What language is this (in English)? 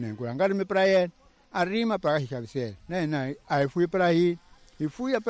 Tsonga